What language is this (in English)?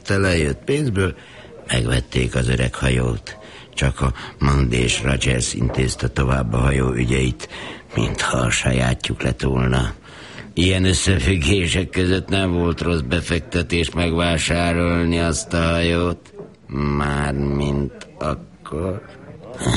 Hungarian